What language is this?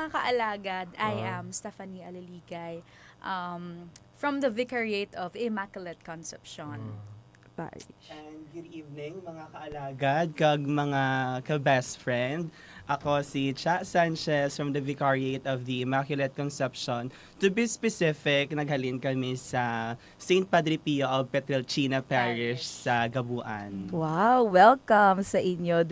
Hiligaynon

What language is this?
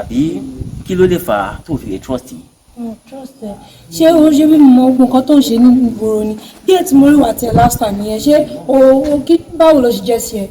Yoruba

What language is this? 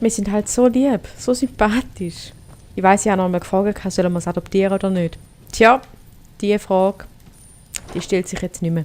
Swiss German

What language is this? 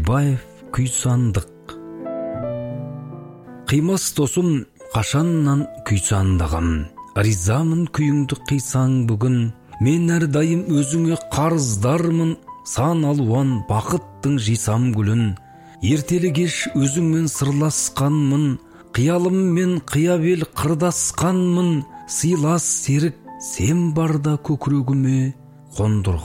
Kazakh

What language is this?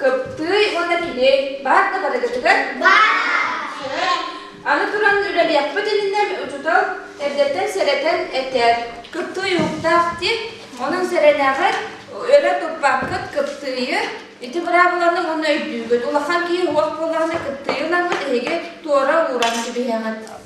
Yakut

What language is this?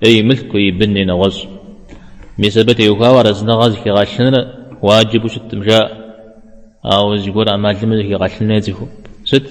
Kabardian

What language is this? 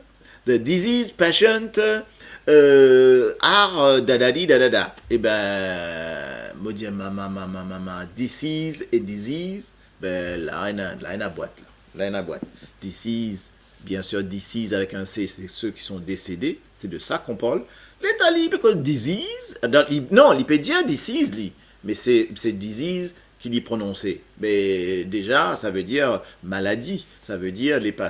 Morisyen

